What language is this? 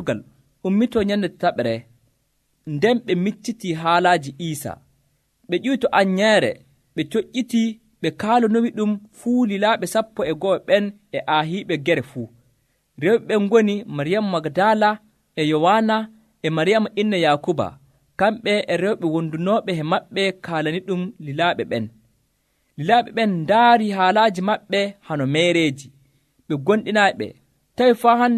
Nigerian Fulfulde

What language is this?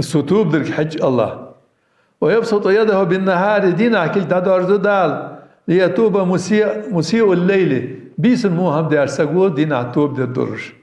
Ingush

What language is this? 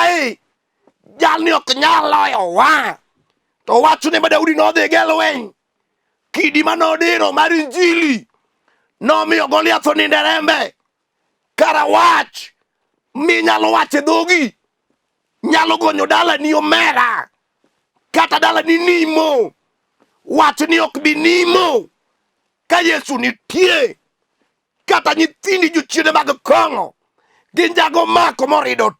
Luo (Kenya and Tanzania)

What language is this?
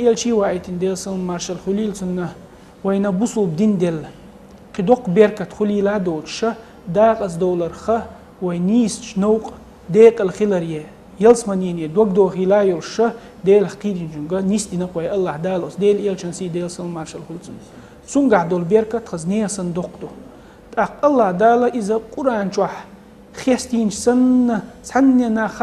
Chechen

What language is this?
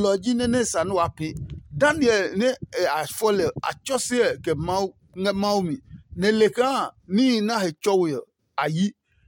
Adangme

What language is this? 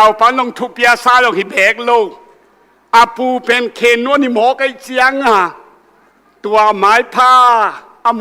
Tedim Chin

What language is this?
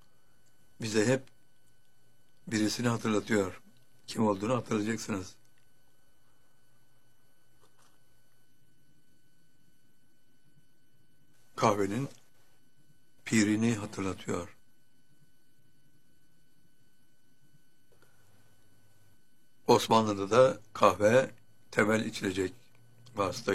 Turkish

